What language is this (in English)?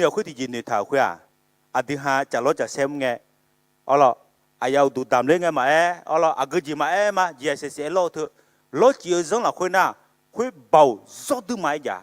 Akha